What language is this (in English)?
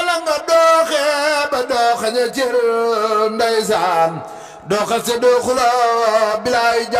Wolof